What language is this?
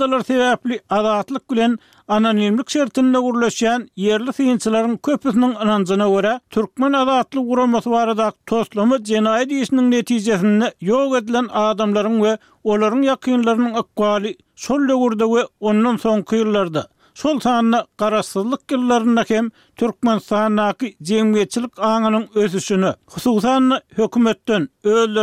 Turkmen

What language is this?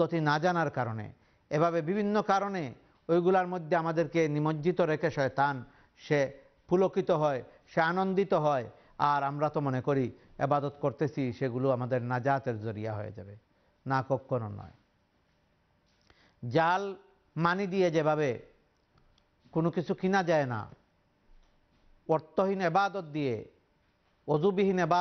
Bangla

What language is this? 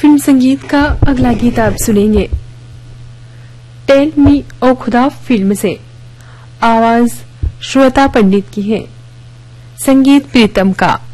Hindi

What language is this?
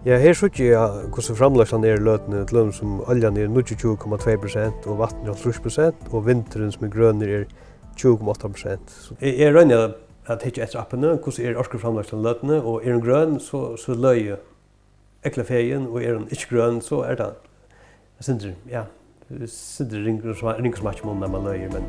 Faroese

